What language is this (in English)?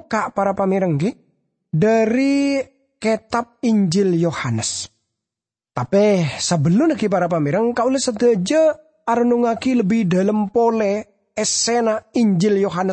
Madurese